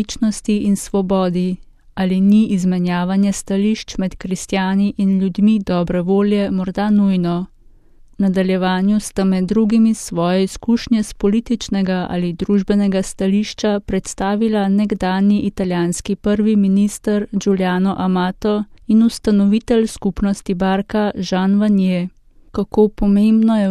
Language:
Slovenian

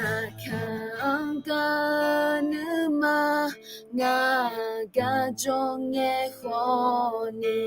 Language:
Akha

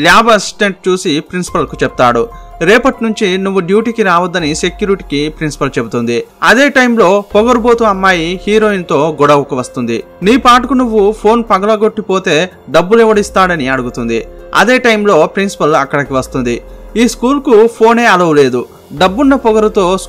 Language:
Telugu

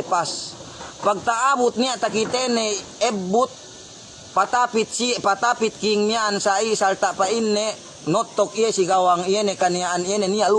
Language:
Yakan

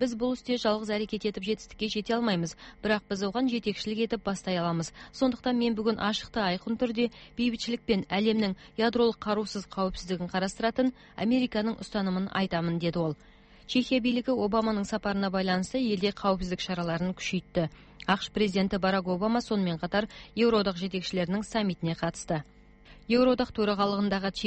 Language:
Kazakh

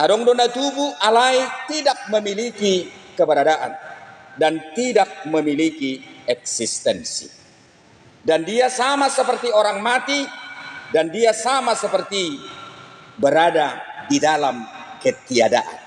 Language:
Batak Toba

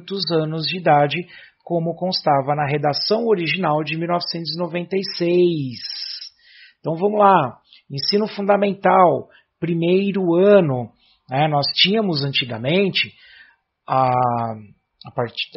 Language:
Portuguese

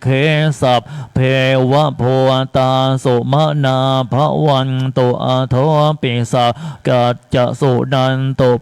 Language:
Pali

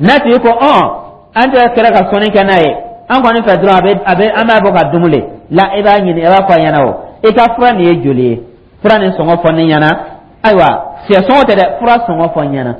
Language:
Dyula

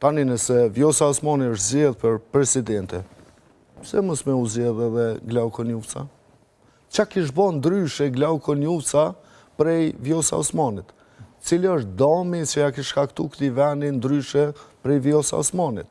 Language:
Albanian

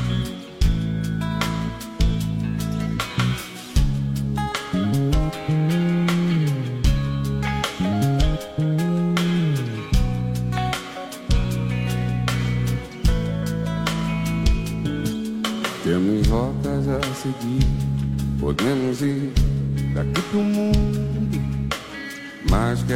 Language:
Portuguese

